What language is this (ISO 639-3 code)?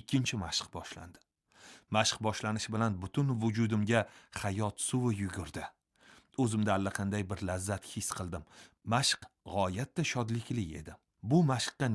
uzb